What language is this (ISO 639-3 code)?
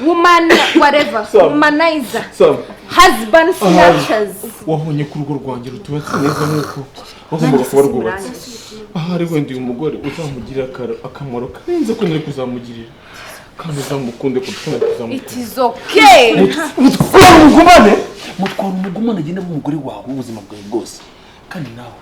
kin